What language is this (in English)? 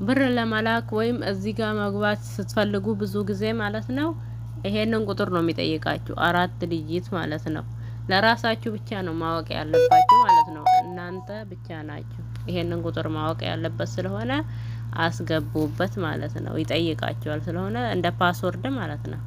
Amharic